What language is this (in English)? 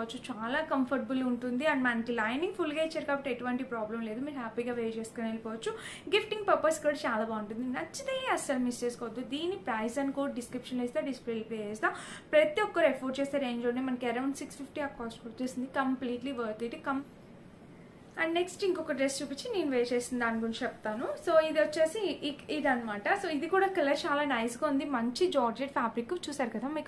Telugu